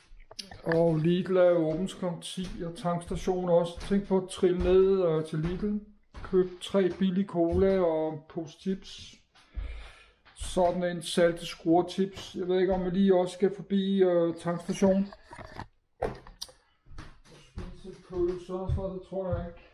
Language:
Danish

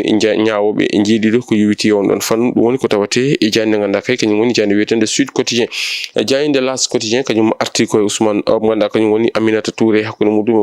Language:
Fula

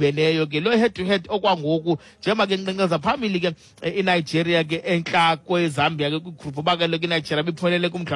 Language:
Xhosa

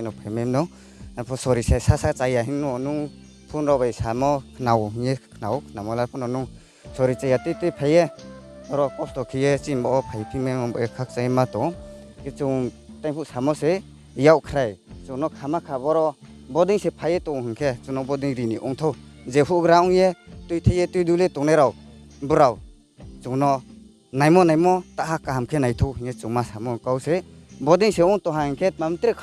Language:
Riang (India)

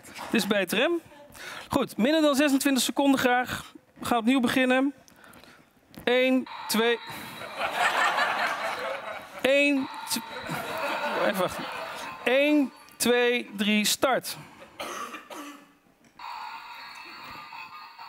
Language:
Dutch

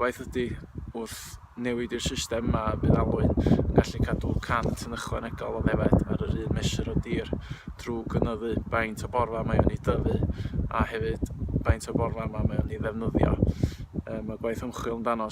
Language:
Welsh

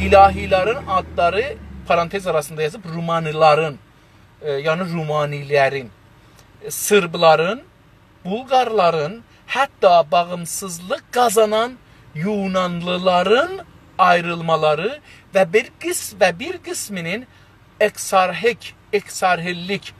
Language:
South Azerbaijani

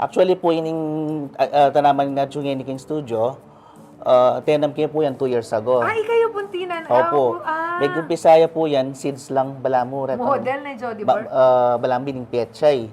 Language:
Pampanga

